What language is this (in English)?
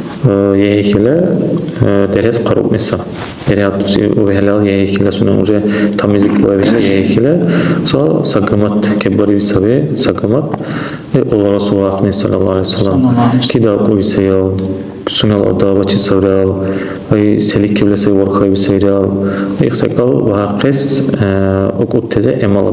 Dargwa